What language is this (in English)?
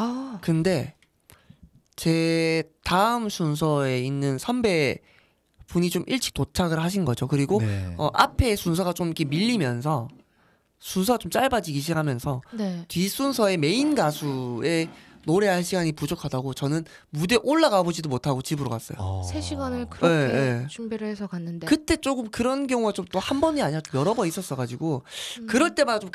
Korean